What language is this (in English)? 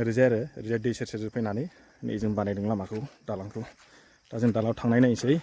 Bodo